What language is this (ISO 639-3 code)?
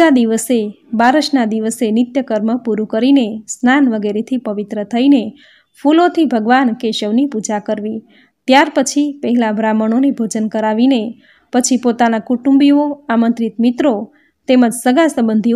guj